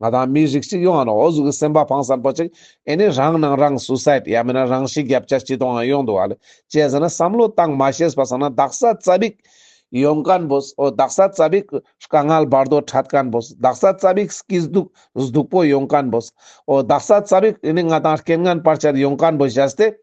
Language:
Ladakhi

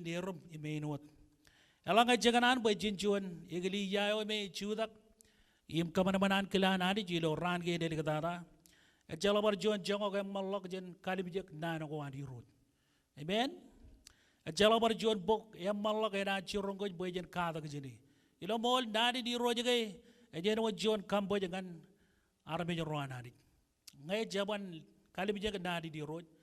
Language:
Marshallese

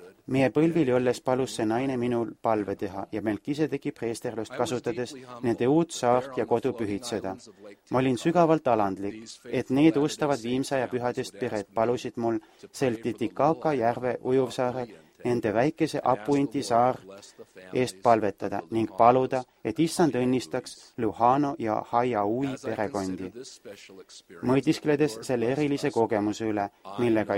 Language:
Estonian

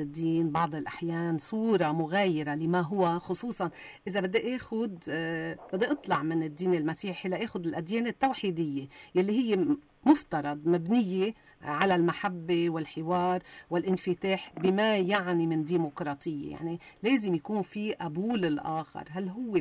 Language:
North Levantine Arabic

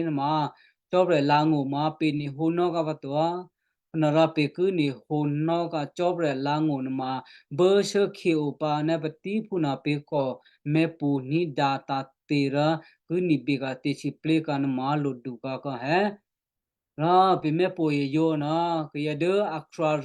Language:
Western Kayah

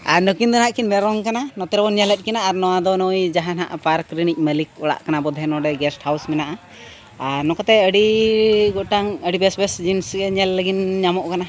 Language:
Santali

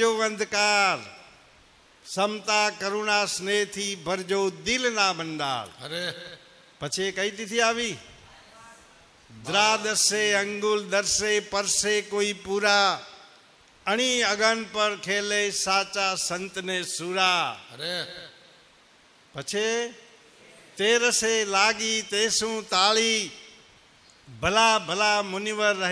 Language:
Gujarati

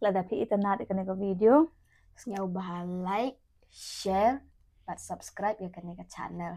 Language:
Khasi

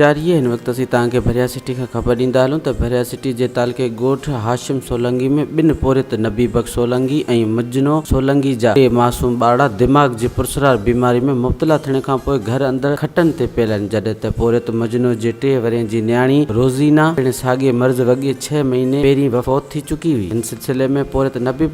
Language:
Sindhi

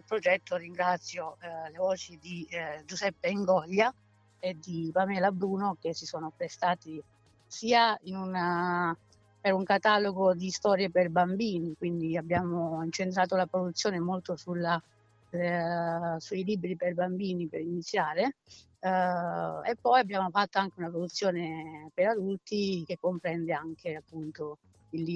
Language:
Italian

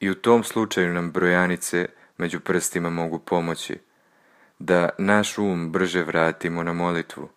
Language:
Serbian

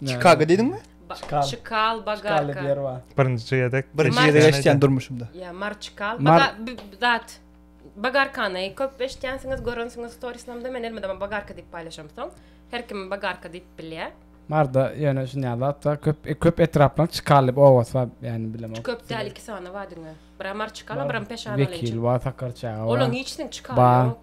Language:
Turkmen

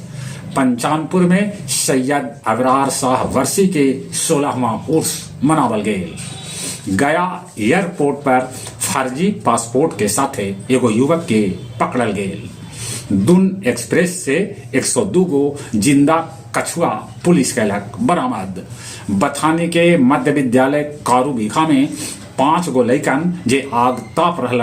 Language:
Magahi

